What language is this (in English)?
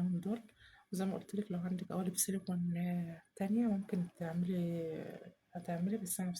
Egyptian Arabic